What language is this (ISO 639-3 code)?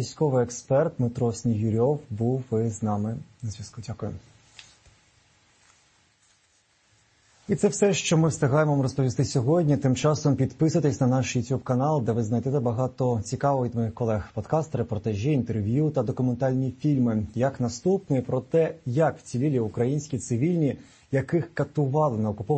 ukr